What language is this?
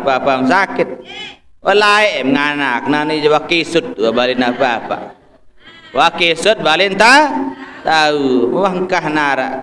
Sasak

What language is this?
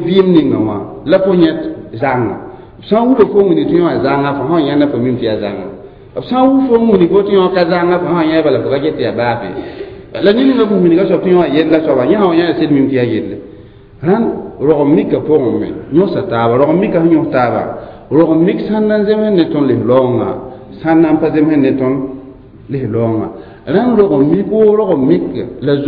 Mossi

